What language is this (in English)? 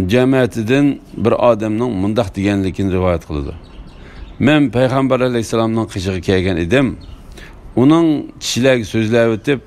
Uyghur